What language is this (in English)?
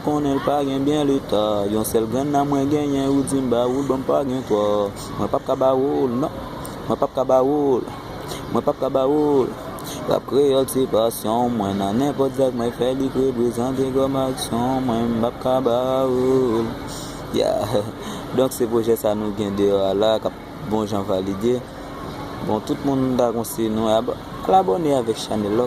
Haitian Creole